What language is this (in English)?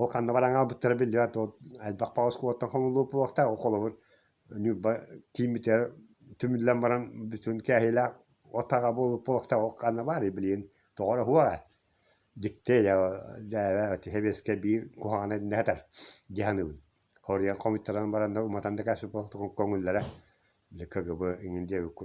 Yakut